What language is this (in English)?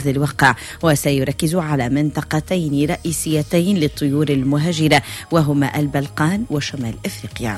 Tunisian Arabic